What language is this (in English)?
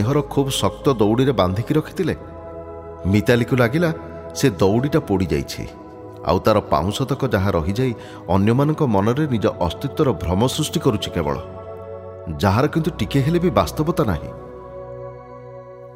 Odia